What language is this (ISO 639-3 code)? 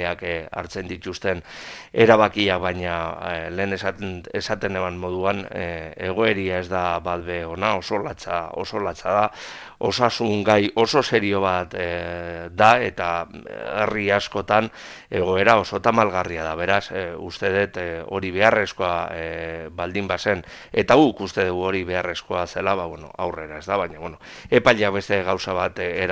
eus